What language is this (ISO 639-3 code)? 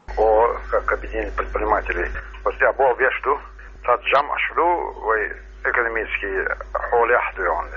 che